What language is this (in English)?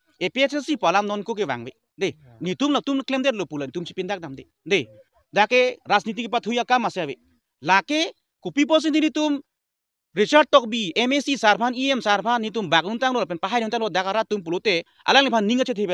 Karbi